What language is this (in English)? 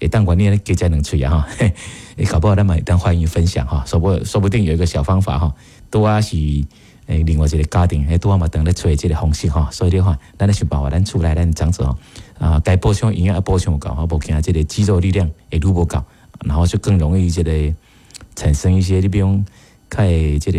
Min Nan Chinese